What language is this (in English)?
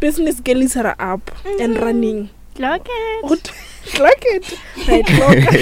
Northern Sotho